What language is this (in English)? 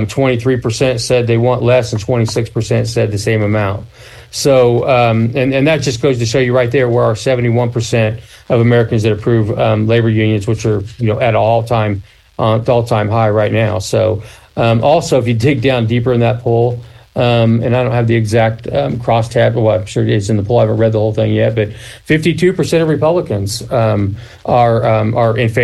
English